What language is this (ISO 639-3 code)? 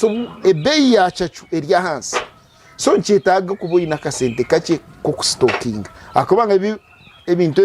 nyn